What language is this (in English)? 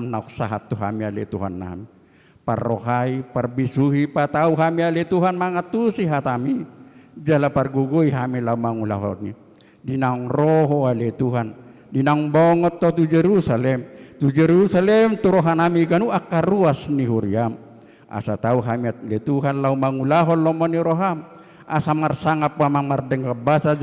Batak Toba